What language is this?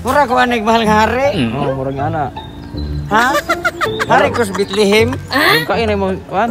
Cebuano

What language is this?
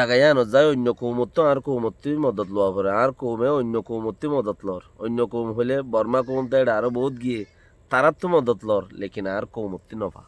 Rohingya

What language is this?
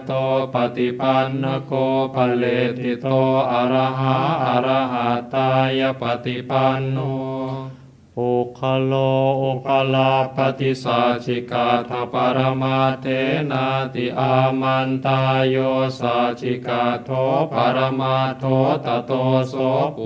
Pali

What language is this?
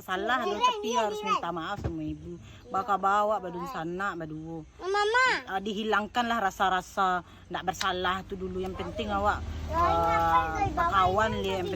Minangkabau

